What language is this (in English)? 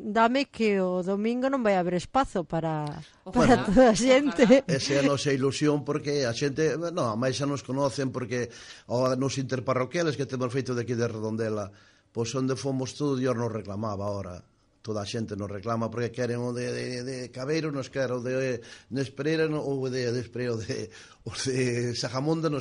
Galician